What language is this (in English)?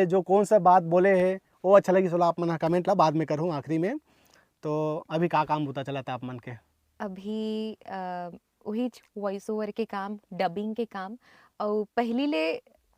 Chhattisgarhi